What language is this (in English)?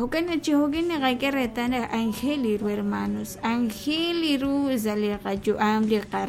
Kekchí